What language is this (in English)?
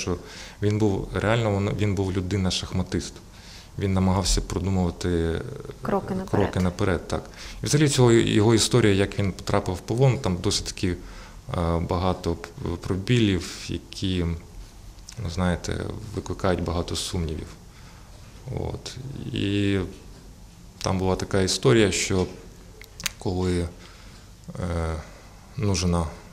Ukrainian